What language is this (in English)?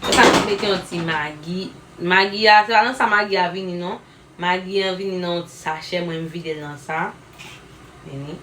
Haitian Creole